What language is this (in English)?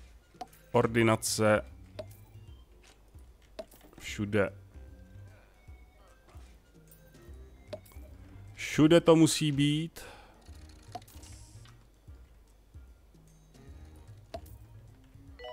Czech